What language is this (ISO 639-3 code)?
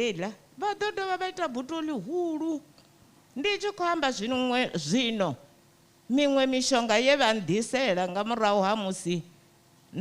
ven